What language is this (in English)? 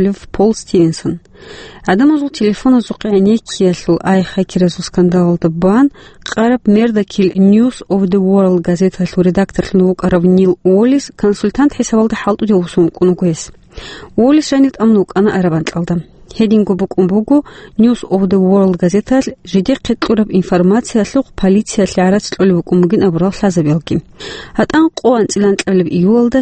Avaric